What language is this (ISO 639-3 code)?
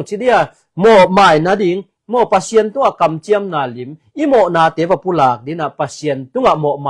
ctd